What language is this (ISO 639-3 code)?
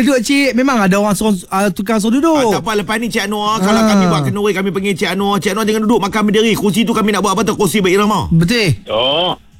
msa